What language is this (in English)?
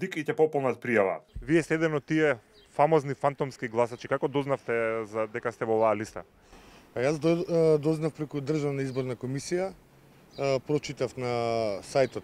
Macedonian